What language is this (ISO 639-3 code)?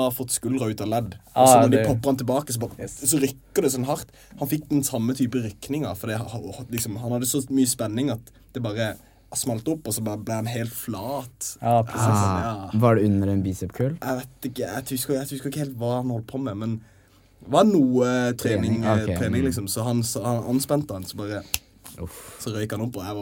nor